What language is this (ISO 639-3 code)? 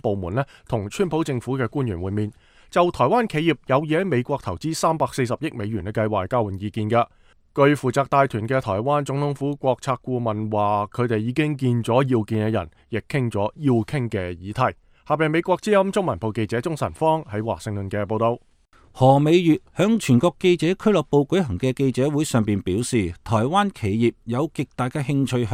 yue